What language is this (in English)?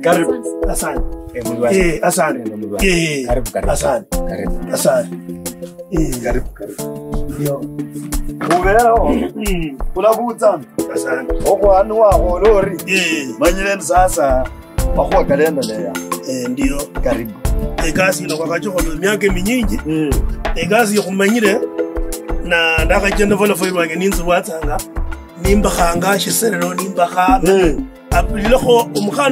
Kabras